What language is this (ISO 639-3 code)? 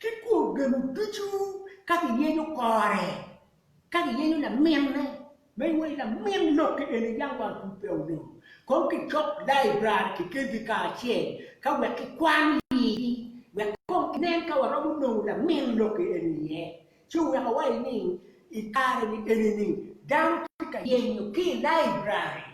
ach